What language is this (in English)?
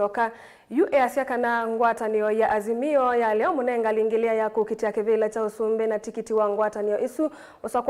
Kamba